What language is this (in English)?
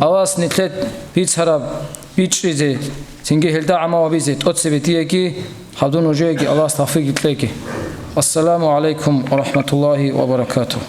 Avaric